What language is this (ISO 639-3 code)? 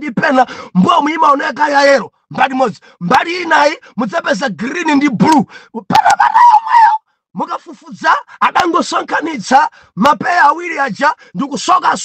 nya